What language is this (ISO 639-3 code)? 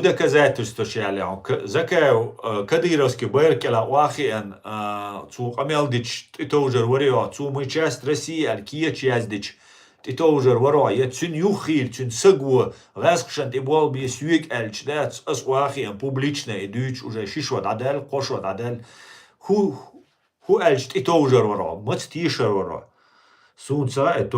che